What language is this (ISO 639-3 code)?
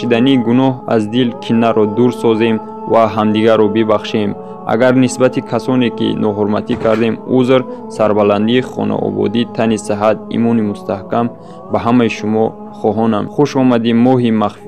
tgk